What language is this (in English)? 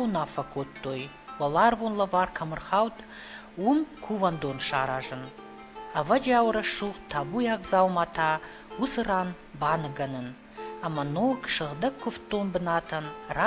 Ossetic